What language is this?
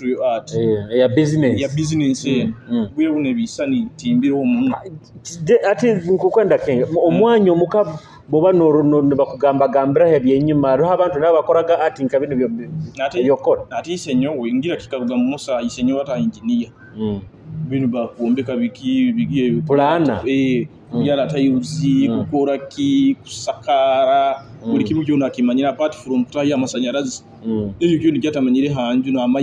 Nyoro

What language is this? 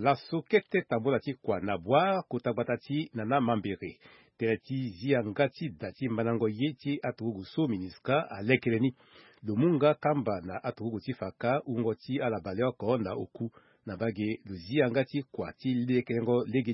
Sango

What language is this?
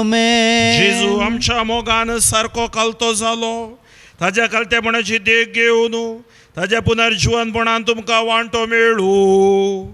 Konkani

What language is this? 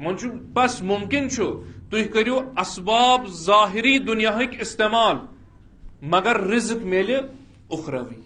Kashmiri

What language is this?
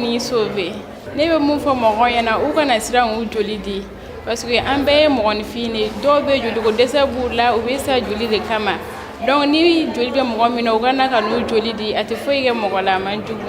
Bambara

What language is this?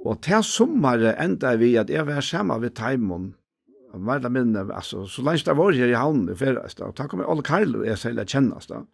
Faroese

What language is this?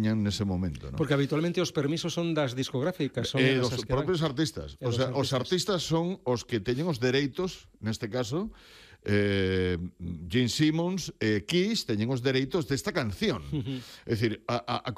Galician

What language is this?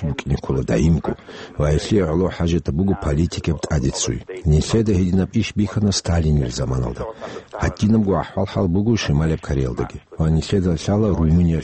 Avaric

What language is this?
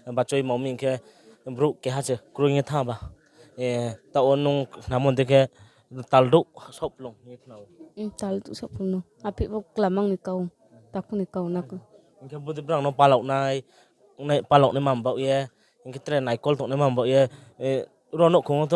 Riang (India)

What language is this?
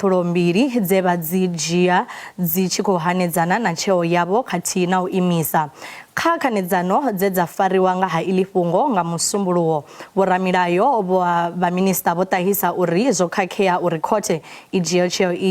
Venda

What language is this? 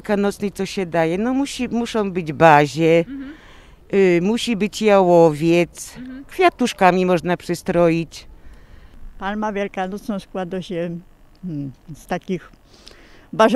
Silesian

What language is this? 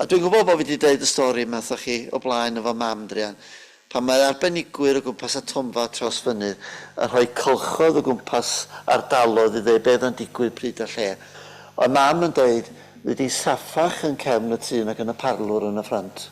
Welsh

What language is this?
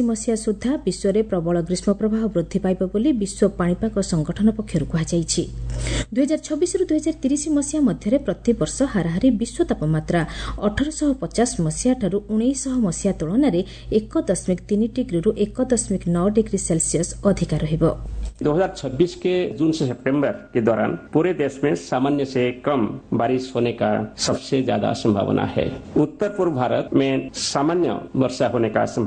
Odia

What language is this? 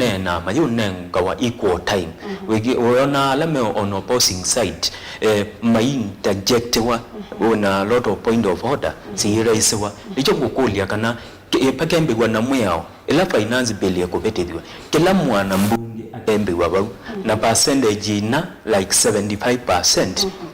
Kamba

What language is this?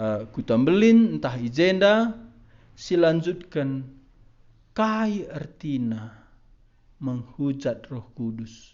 Batak Karo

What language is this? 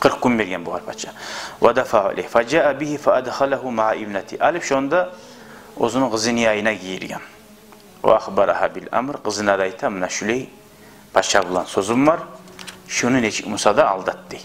Kumyk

